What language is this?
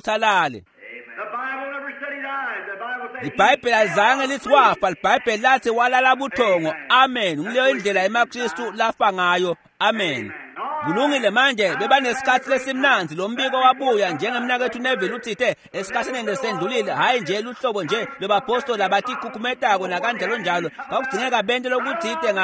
Swati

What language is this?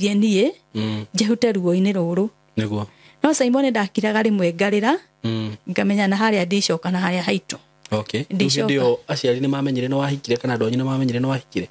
Kikuyu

